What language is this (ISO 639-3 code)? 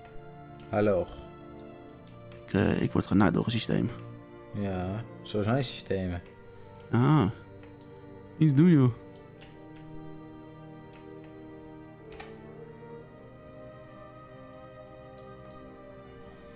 nld